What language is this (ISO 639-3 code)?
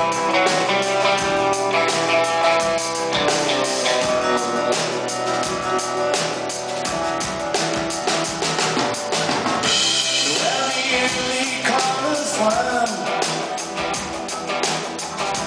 dan